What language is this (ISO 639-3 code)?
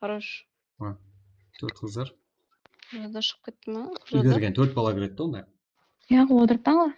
kaa